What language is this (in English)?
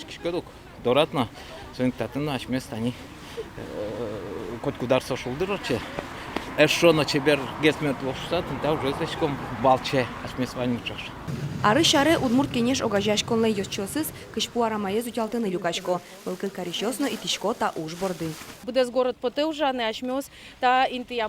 Udmurt